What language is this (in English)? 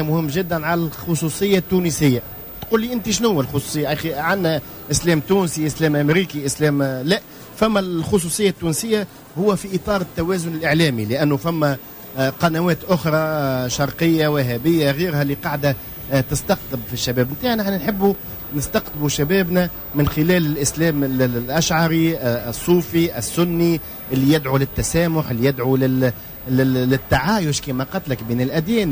Tunisian Arabic